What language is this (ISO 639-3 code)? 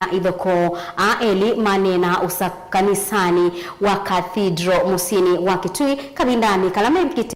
kam